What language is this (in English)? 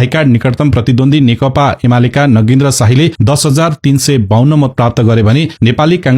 Nepali